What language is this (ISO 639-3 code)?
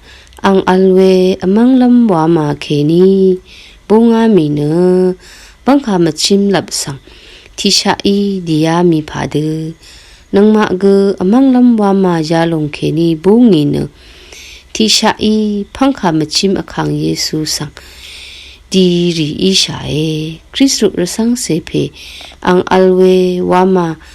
raw